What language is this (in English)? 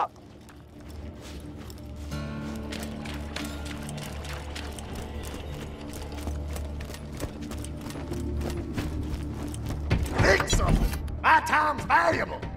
English